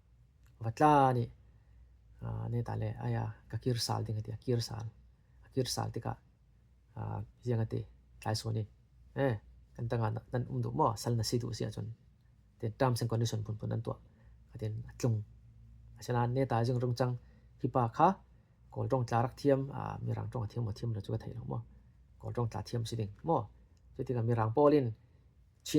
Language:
Falam Chin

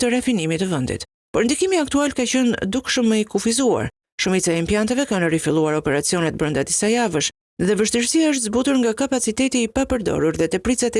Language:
Albanian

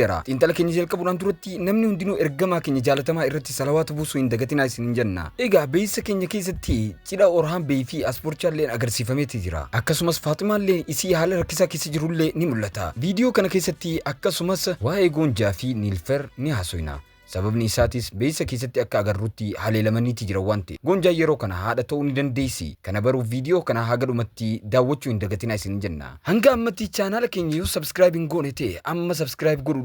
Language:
Oromo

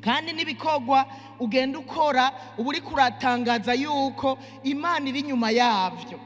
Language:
Rundi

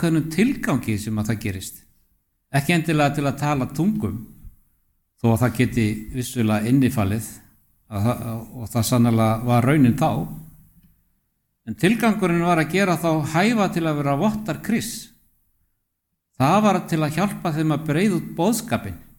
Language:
Icelandic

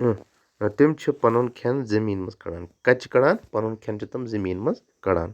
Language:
Kashmiri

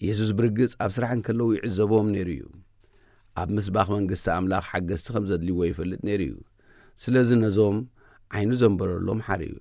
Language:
Tigrinya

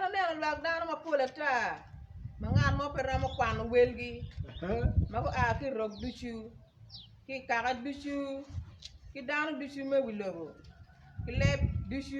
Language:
Acoli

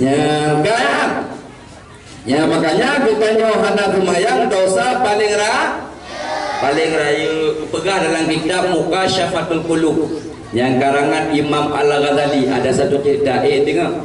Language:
Achinese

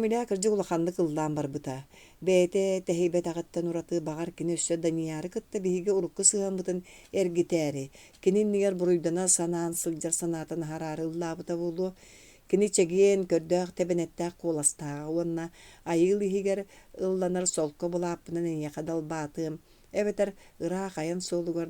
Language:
Yakut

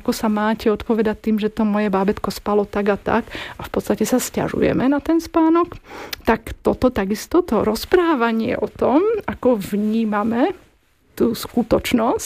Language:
Slovak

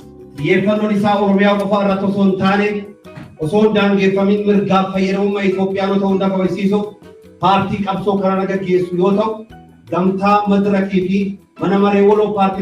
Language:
Oromo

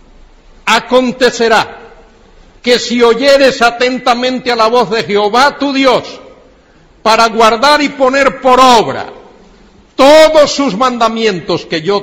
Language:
Spanish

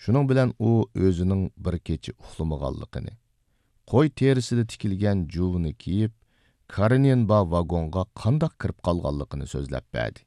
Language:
Uyghur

